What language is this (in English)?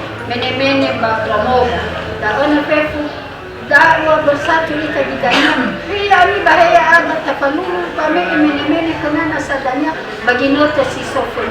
Nias